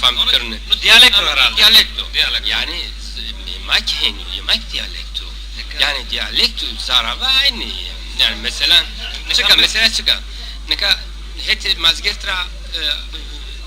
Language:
Zaza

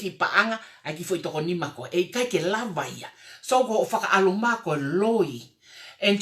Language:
Tongan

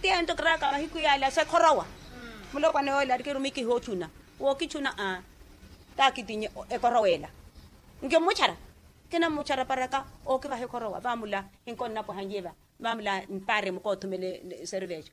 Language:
Makhuwa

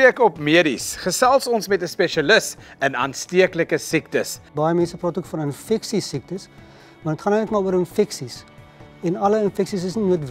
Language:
Afrikaans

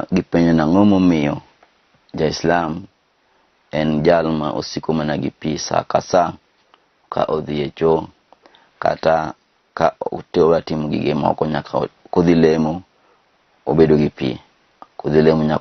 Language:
Luo (Kenya and Tanzania)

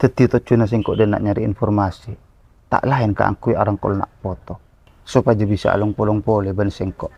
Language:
Madurese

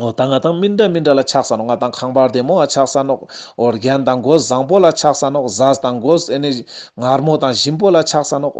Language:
Ladakhi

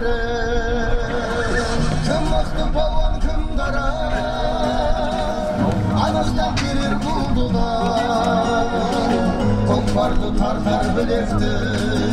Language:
Kazakh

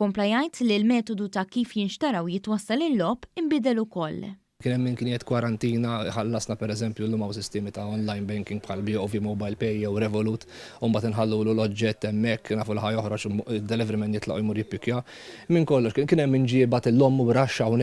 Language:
Maltese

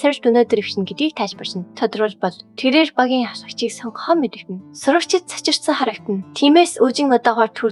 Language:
Mongolian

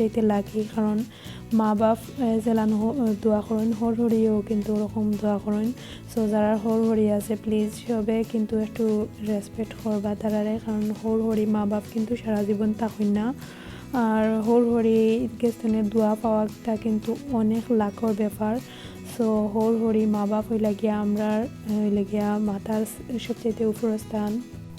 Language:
Sylheti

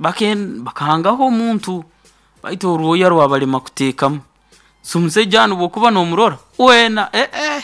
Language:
Nyoro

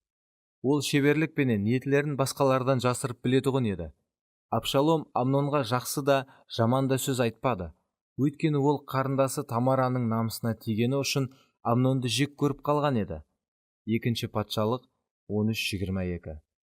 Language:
Kara-Kalpak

